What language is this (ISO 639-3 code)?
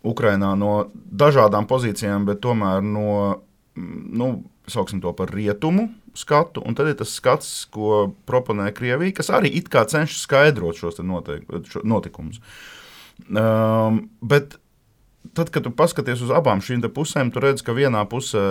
lav